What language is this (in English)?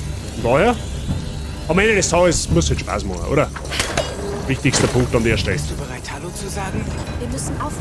Bavarian